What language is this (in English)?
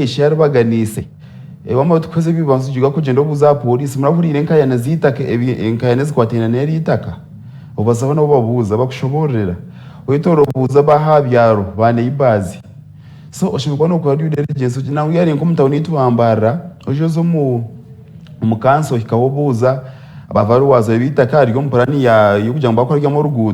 Nyankole